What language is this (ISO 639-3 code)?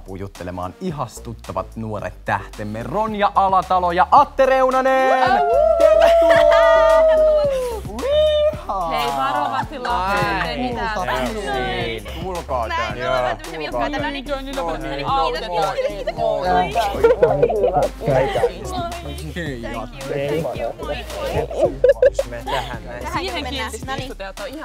fin